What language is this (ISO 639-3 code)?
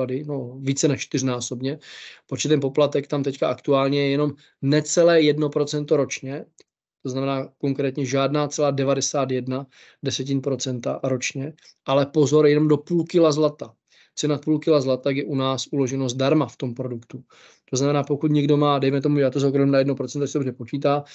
ces